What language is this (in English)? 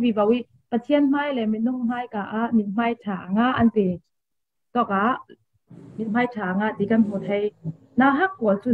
Falam Chin